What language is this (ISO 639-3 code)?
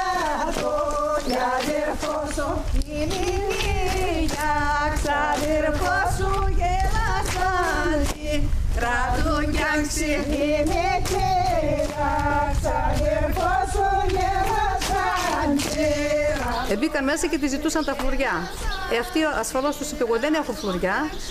ell